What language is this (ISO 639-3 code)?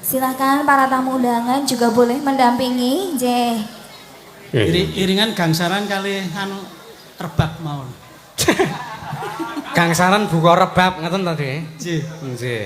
jav